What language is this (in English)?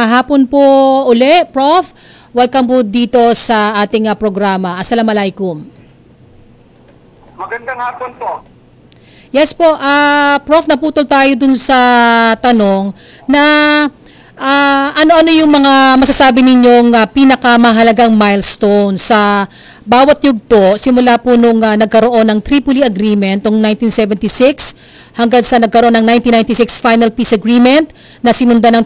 Filipino